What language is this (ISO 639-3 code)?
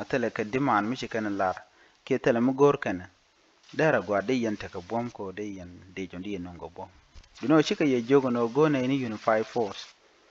nus